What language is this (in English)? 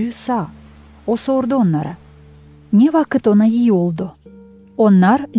Gagauz